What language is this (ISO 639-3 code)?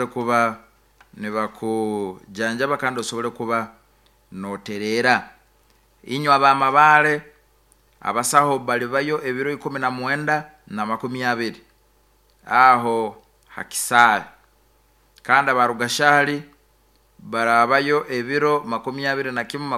nyo